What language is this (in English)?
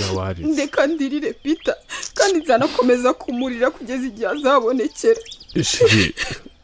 Kinyarwanda